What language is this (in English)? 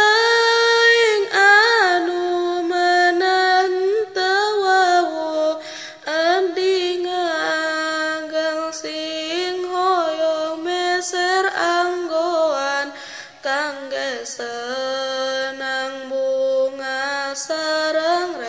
Sundanese